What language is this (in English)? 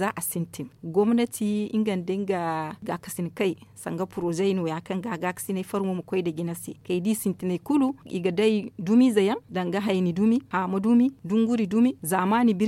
Zarma